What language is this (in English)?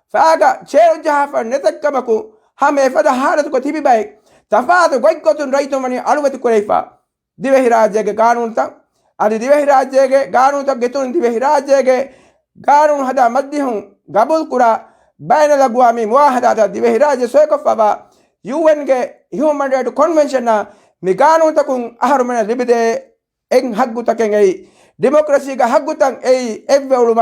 Divehi